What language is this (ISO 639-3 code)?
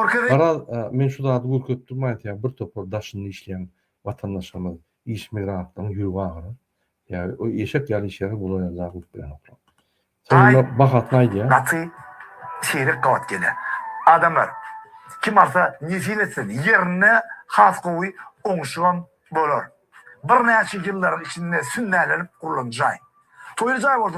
tuk